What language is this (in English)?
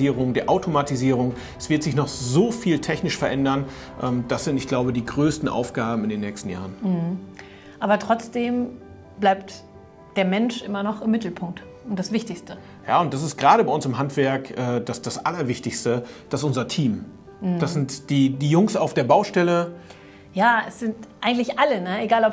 German